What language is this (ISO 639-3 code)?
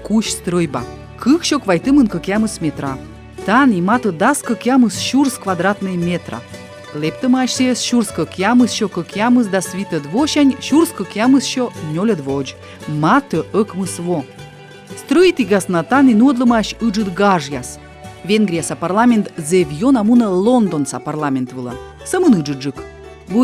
kom